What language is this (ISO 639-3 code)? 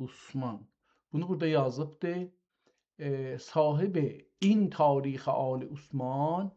azb